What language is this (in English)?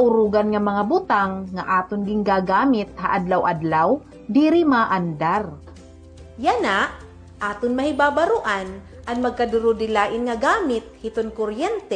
Waray